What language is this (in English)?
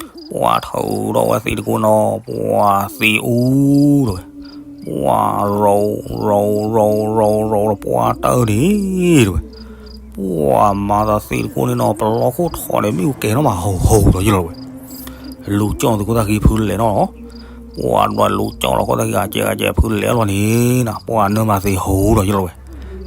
S'gaw Karen